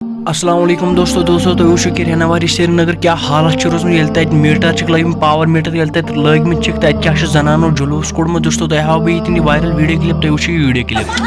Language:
Kashmiri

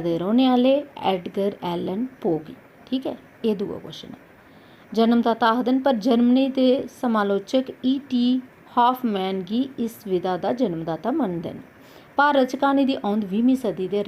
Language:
Dogri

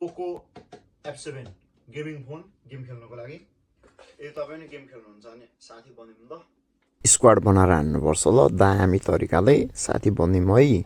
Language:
Nepali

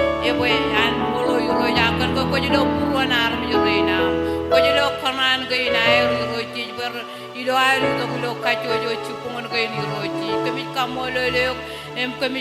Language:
Marshallese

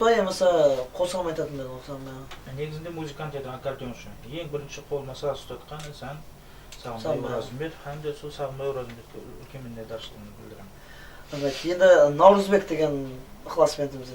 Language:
Kara-Kalpak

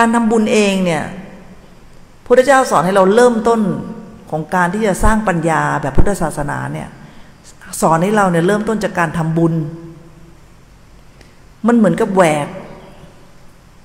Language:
Thai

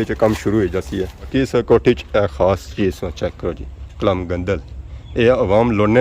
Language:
Pahari-Potwari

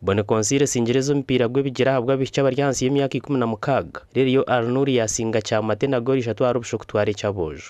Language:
Nyankole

